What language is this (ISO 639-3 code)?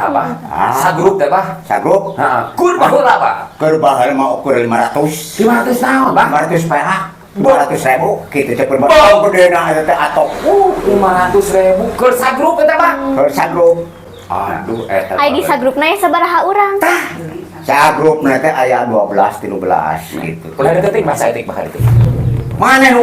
sun